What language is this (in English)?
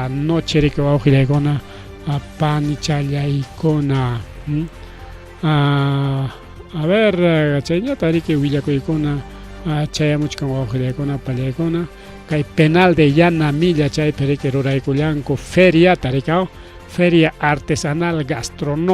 Ayacucho Quechua